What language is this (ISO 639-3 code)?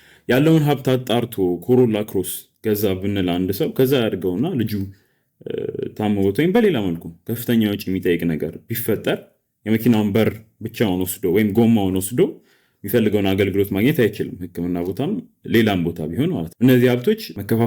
amh